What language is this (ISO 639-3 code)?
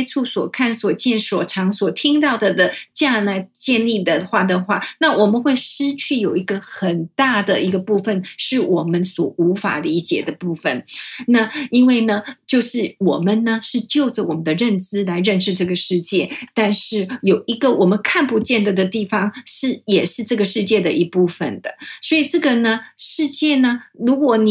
zho